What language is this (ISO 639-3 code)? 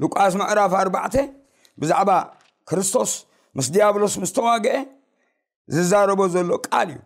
tir